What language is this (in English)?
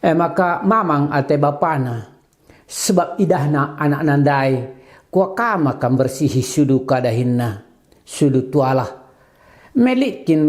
Batak Karo